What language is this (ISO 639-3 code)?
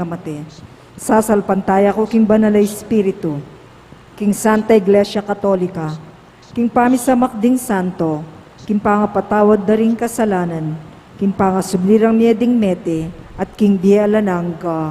pam